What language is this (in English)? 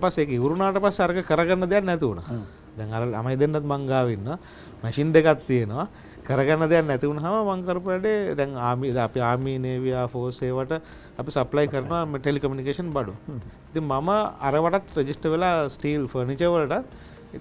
Sinhala